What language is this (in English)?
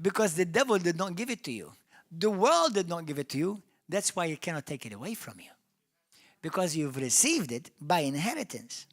English